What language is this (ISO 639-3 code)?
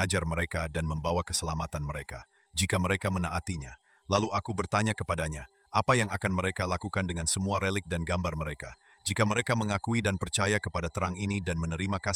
ind